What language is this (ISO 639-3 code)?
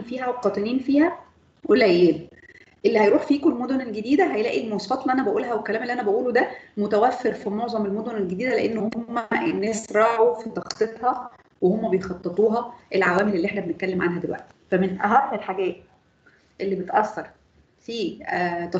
arz